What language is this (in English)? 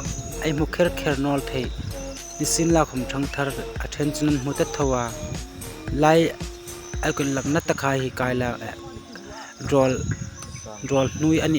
Hmar